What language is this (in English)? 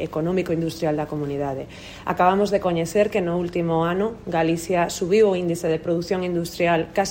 Galician